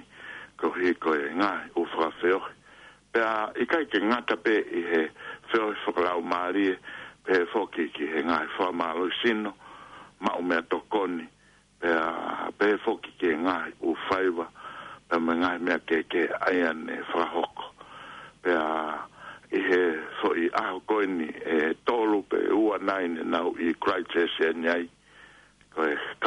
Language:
Tongan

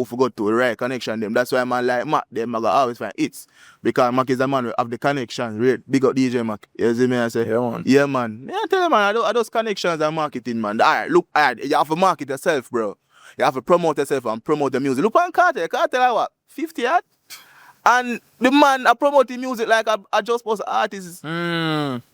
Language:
Jamaican Creole English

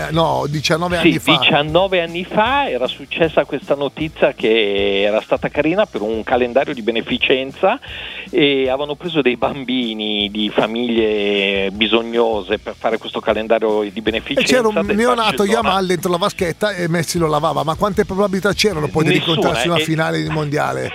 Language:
Italian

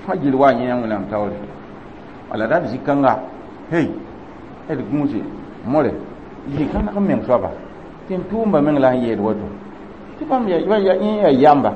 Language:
Mossi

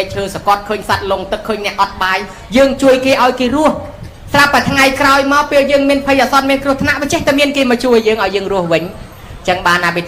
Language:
Khmer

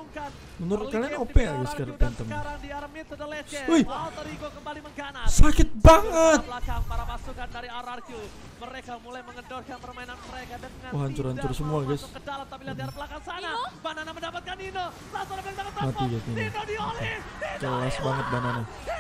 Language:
Indonesian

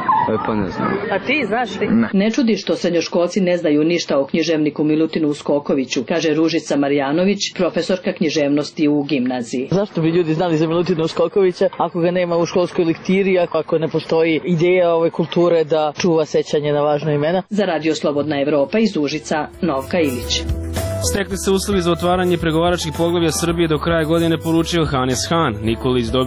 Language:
Serbian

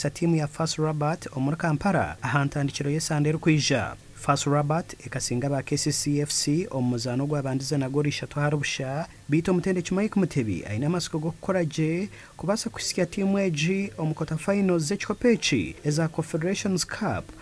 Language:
Nyankole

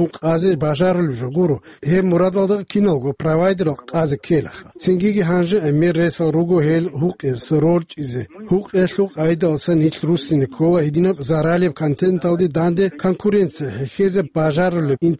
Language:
Avaric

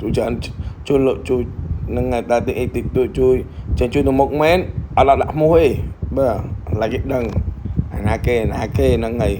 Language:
Khmer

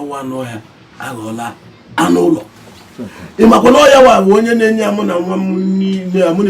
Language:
Igbo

